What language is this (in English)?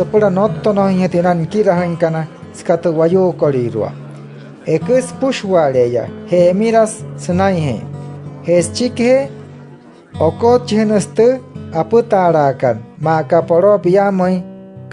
Wayuu